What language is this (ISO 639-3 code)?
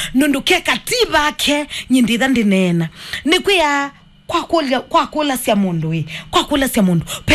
kam